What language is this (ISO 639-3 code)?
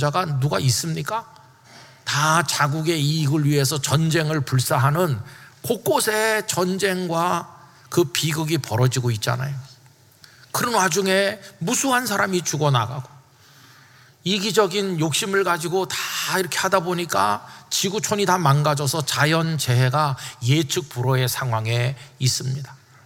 kor